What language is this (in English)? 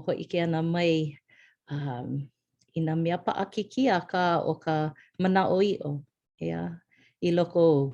Hawaiian